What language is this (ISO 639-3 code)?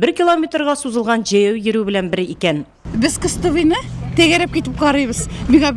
tat